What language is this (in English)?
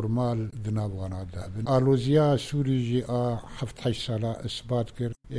Kurdish